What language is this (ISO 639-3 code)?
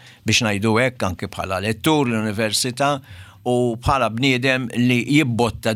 mlt